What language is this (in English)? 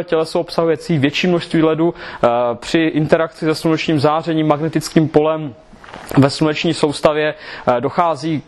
Czech